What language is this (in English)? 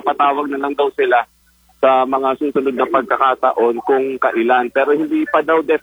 Filipino